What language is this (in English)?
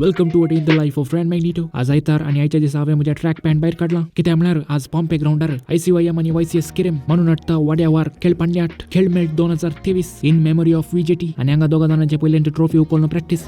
Konkani